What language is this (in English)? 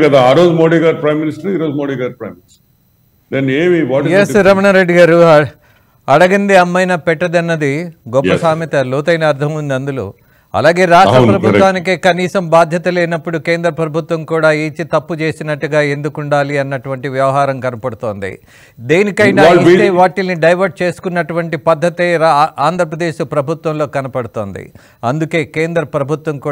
Telugu